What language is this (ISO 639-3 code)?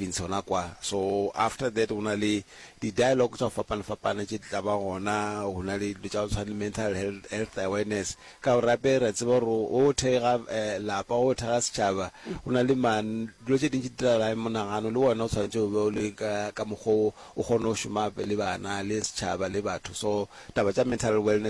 nso